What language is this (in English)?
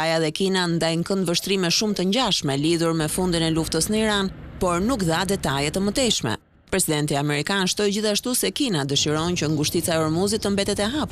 Albanian